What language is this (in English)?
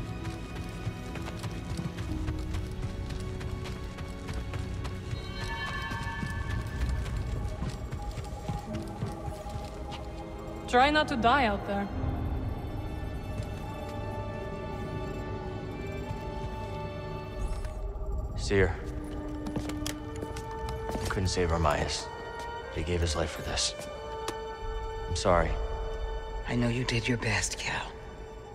English